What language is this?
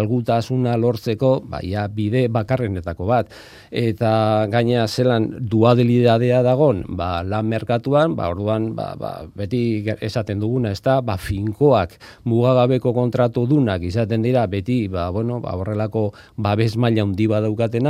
Basque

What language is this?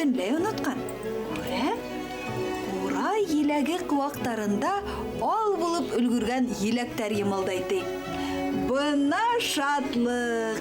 Bashkir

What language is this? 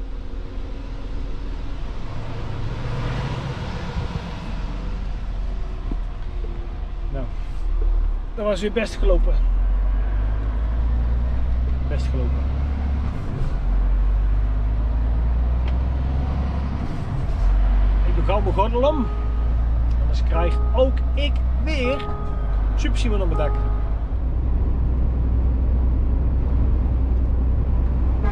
Dutch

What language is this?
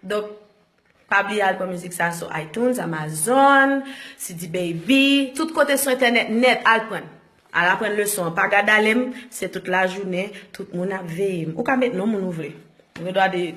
Haitian Creole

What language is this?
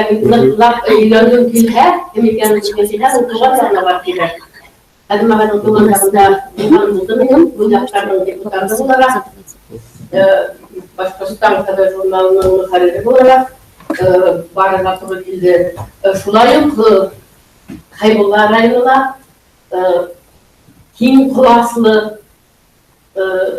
Bashkir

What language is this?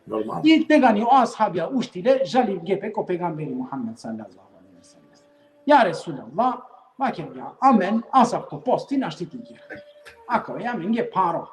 Balkan Romani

